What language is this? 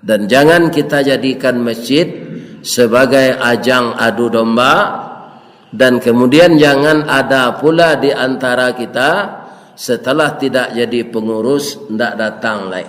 Minangkabau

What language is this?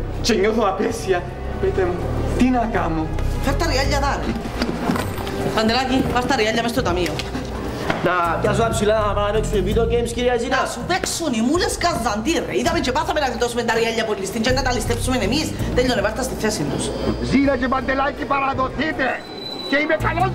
Greek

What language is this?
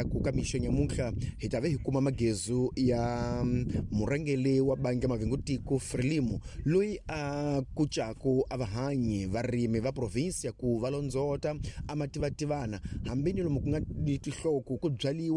Tsonga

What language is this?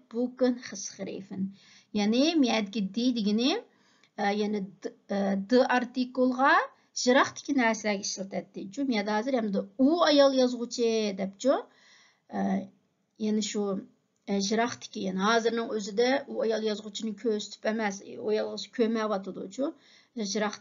Uyghur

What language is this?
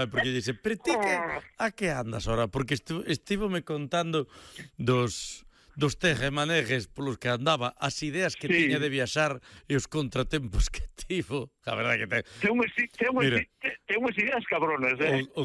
Galician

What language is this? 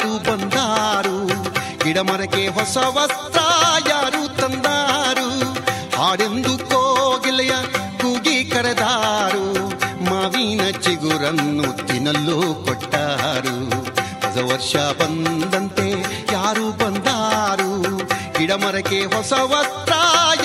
Kannada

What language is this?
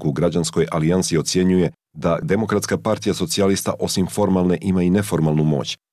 Croatian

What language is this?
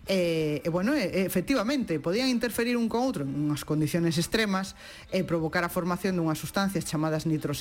Galician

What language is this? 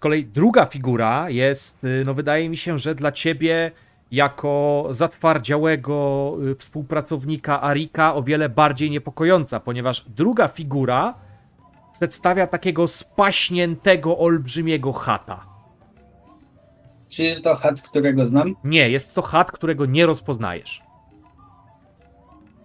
Polish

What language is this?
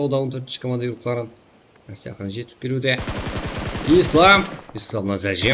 Kara-Kalpak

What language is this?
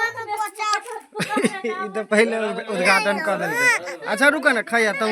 Maithili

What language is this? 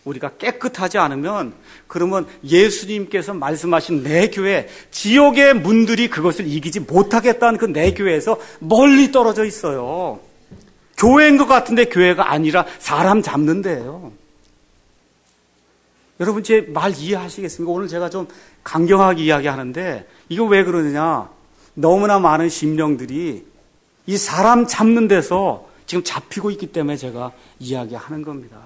Korean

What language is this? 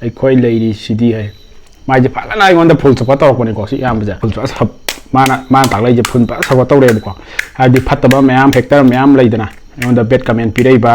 Manipuri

